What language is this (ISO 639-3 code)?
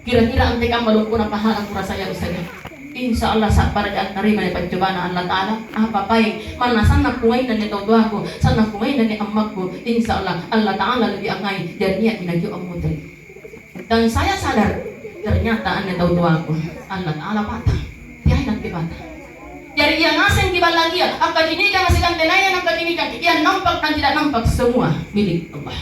mak